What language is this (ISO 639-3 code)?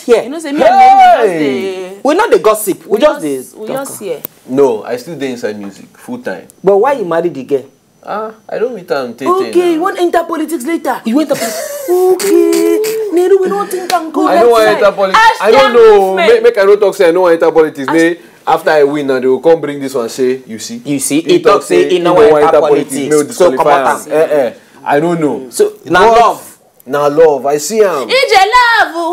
pcm